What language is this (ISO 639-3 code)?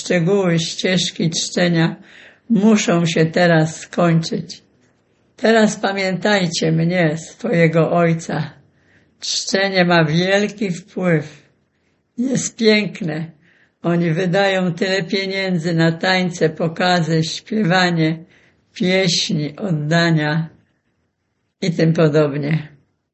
pol